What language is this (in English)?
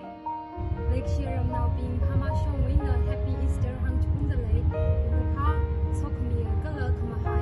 Tangkhul Naga (India)